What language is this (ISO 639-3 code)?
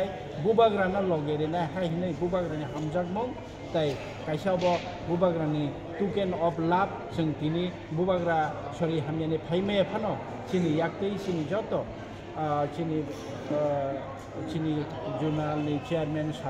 trp